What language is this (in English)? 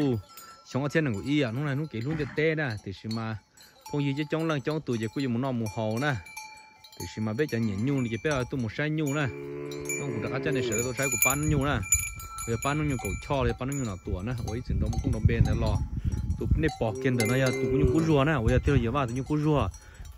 Hmong